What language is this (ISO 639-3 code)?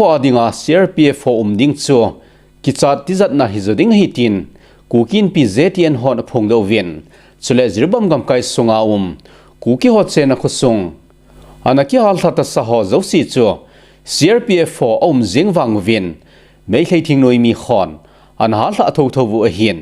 tcz